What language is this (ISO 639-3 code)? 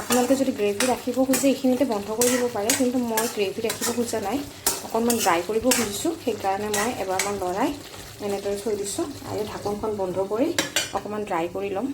asm